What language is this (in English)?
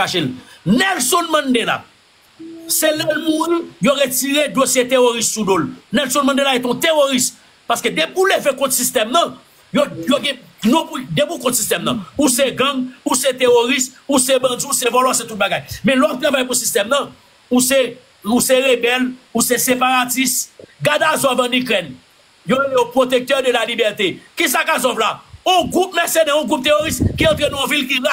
Haitian Creole